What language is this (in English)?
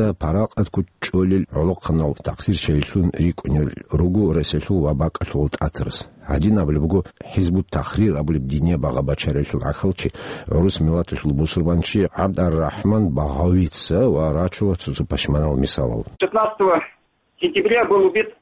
Avaric